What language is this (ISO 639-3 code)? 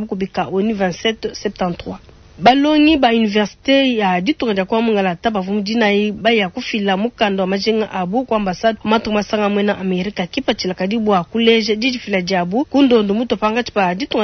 lua